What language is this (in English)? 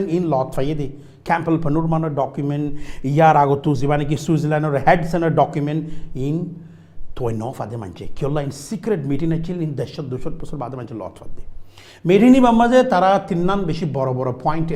Rohingya